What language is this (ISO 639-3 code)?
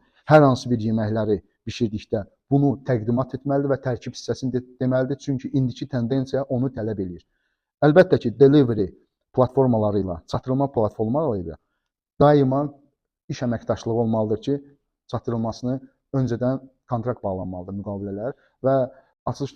aze